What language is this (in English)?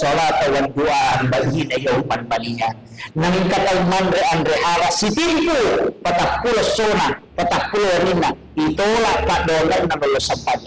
Buginese